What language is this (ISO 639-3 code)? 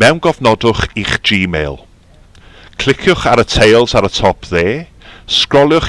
cym